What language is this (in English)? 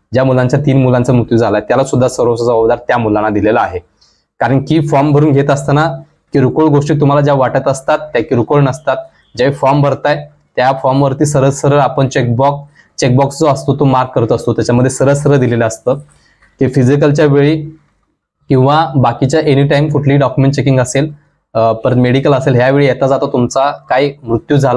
Marathi